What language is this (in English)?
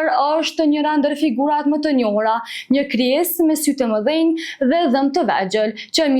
Albanian